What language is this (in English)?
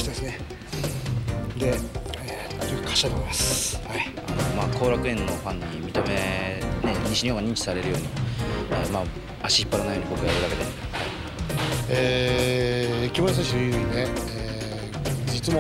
Japanese